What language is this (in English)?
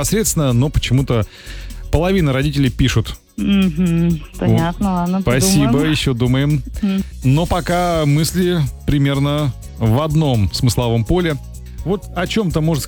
Russian